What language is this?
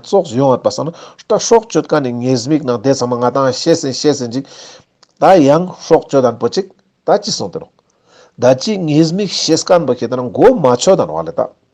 Ladakhi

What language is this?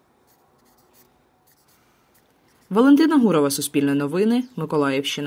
Ukrainian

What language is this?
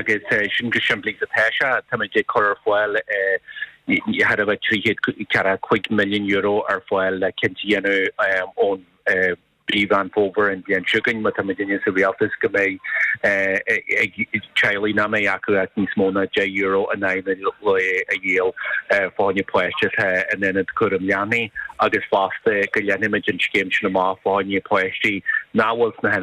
Irish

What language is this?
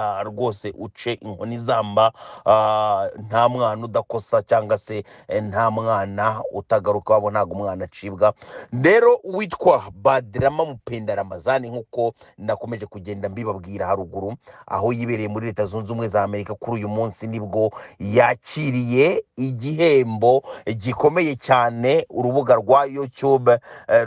Kinyarwanda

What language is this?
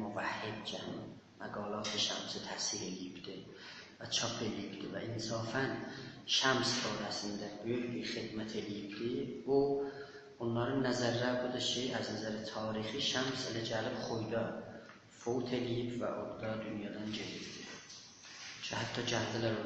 South Azerbaijani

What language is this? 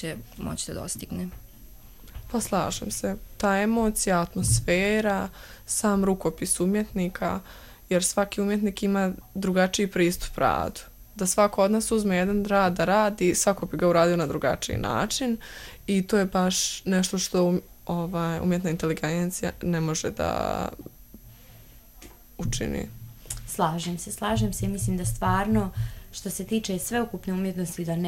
Serbian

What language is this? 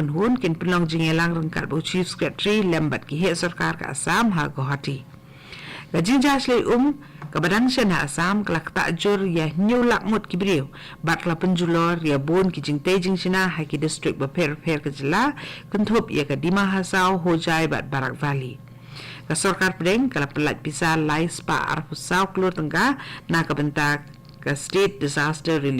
Khasi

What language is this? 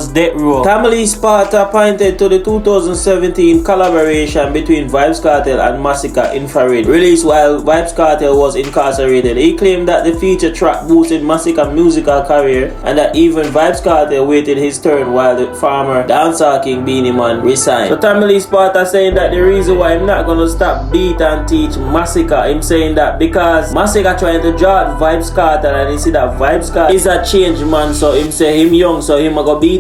Jamaican Creole English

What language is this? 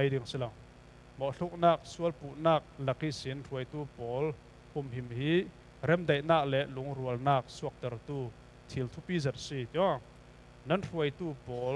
Falam Chin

